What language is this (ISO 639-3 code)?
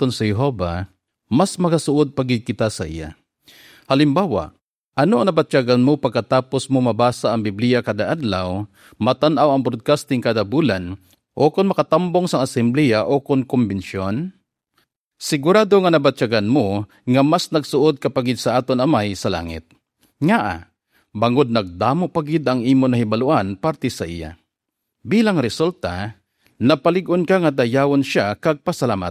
hil